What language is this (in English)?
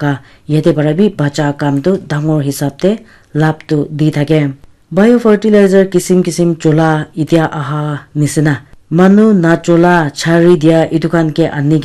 Naga Pidgin